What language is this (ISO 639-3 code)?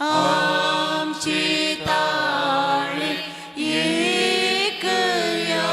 kok